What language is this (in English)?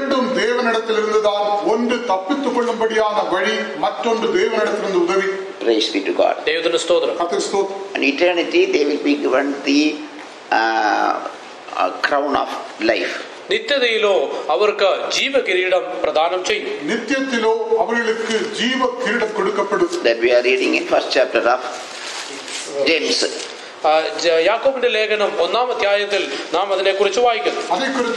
Malayalam